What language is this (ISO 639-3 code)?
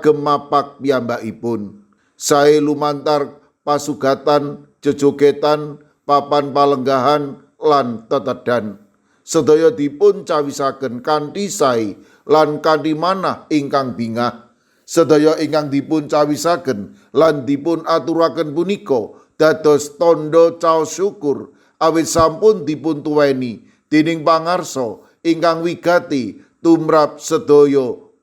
jav